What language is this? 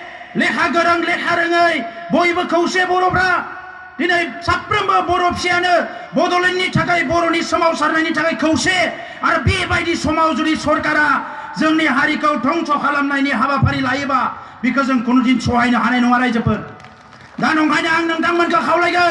Bodo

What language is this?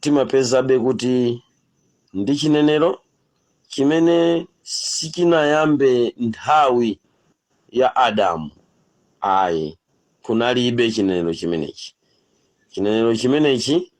Nyanja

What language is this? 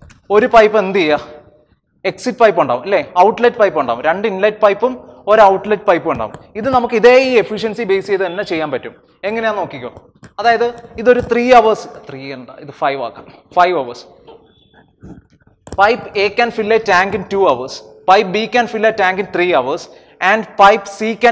Malayalam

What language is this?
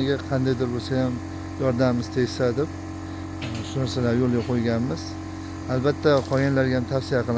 Uzbek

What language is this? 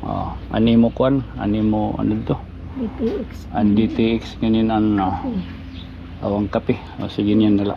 Waray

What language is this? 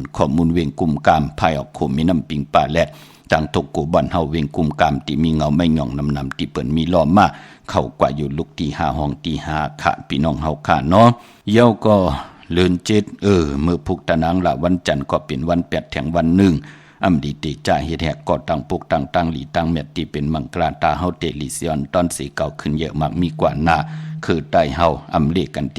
Shan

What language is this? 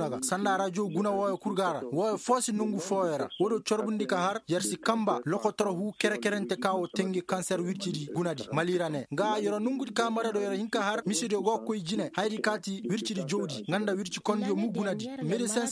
Koyraboro Senni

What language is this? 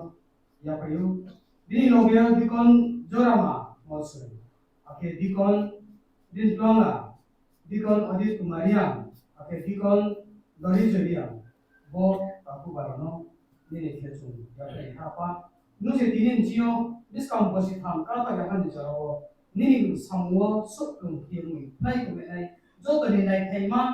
Riang (India)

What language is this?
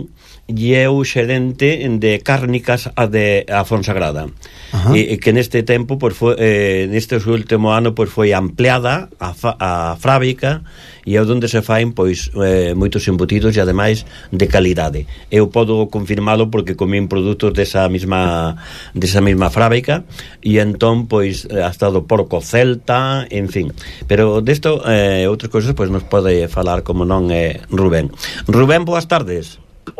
Galician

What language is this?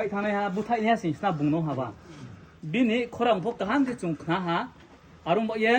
Riang (India)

